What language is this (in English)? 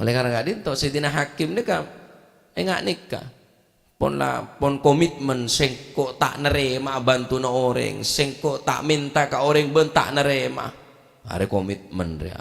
Madurese